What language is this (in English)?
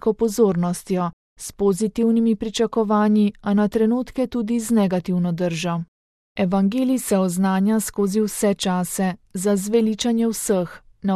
Slovenian